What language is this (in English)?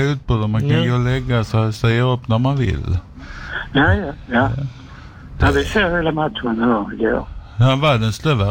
Swedish